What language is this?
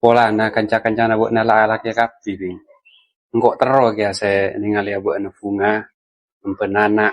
Madurese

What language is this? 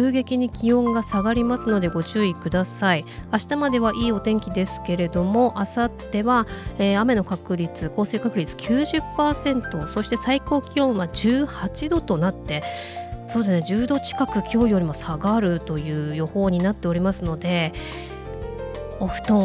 Japanese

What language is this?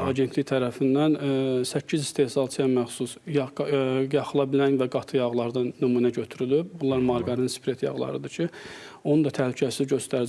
Azerbaijani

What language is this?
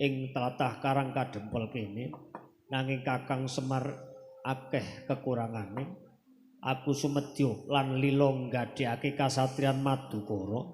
Javanese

